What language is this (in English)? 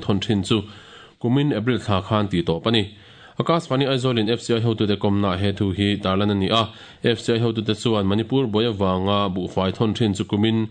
Mizo